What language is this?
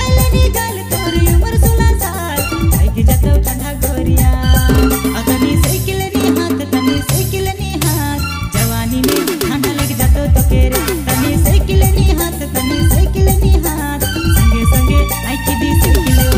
Sadri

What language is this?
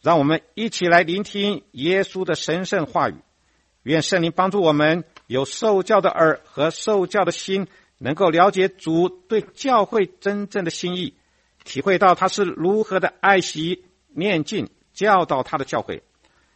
Chinese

